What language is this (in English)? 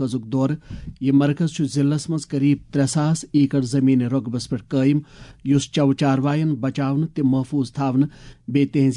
Kashmiri